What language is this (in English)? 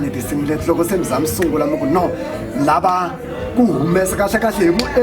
Tsonga